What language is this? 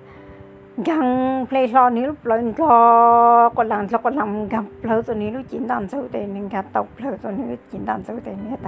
Hmong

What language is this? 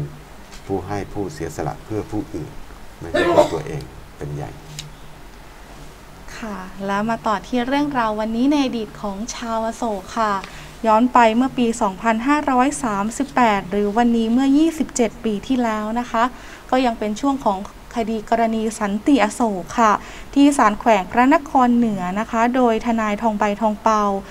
Thai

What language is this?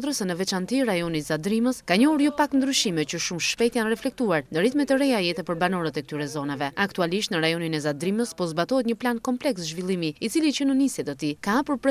Albanian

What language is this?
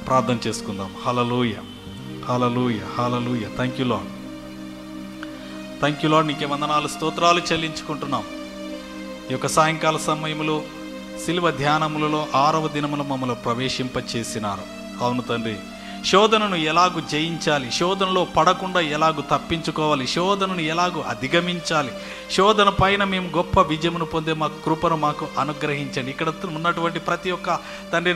Telugu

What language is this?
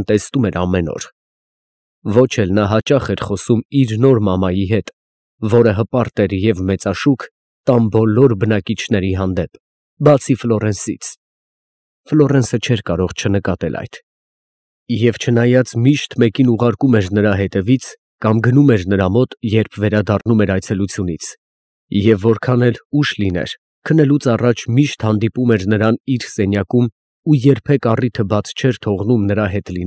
Armenian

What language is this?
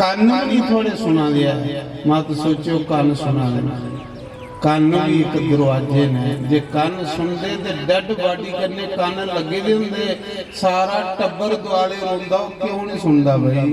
Dogri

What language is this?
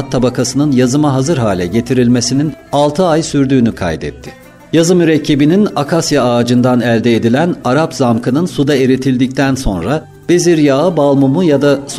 Turkish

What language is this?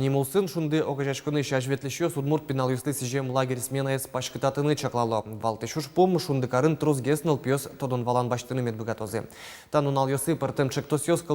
Udmurt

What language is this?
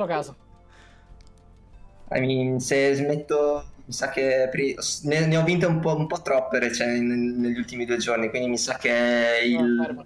Italian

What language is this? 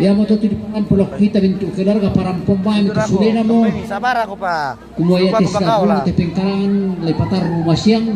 Toraja-Sa'dan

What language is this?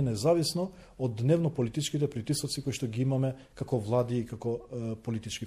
Macedonian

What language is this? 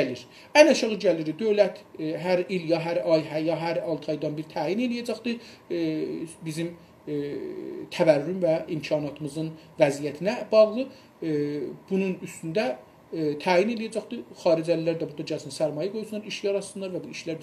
South Azerbaijani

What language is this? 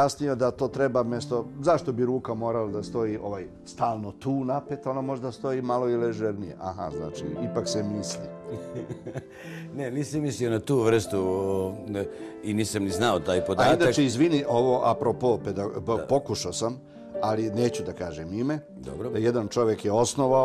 Serbian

